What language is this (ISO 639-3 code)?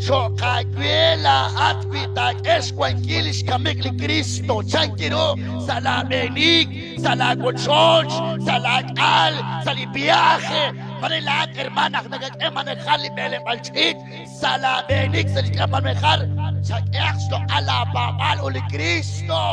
kek